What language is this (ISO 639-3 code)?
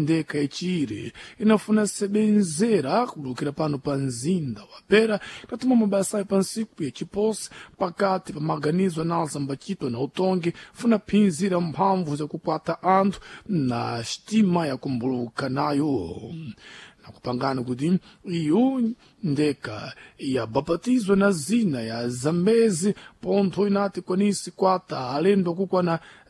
seh